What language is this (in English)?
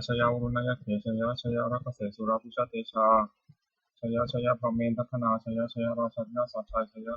Pali